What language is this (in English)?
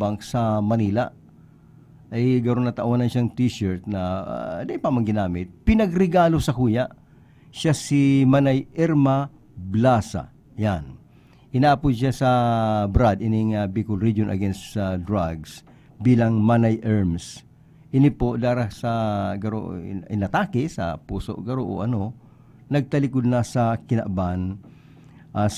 Bikol